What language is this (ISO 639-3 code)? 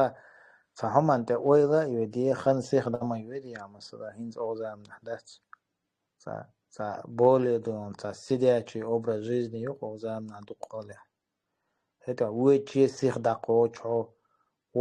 che